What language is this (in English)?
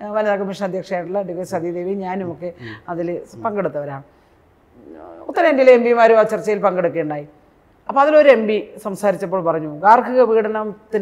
Malayalam